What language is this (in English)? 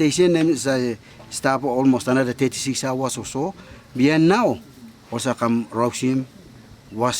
Tok Pisin